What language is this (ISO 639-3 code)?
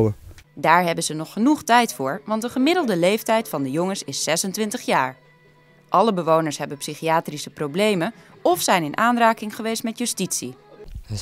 nld